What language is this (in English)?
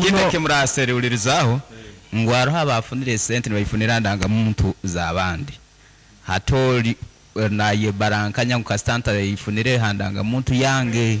Nyankole